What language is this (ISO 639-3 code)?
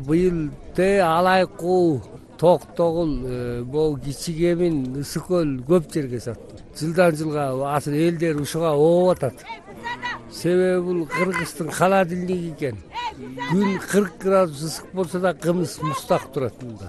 kir